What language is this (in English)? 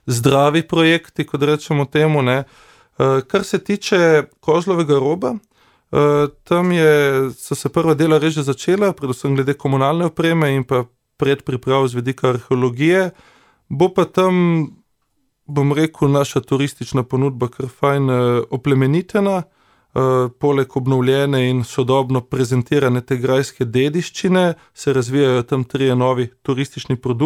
Slovenian